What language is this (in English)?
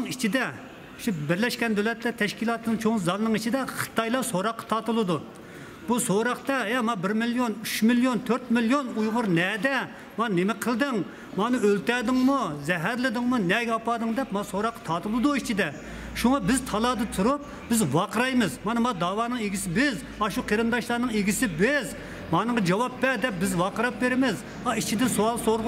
Uyghur